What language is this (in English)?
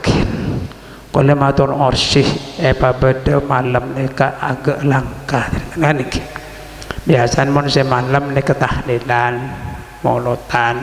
Madurese